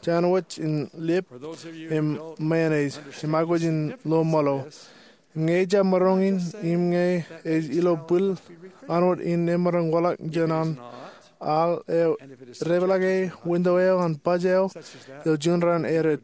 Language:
Marshallese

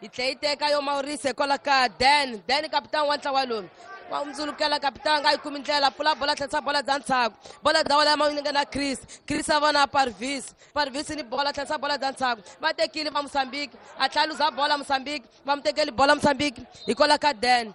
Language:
Tsonga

